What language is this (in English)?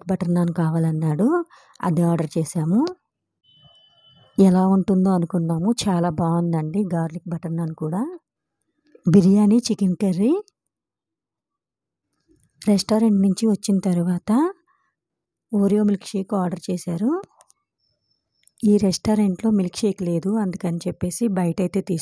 Telugu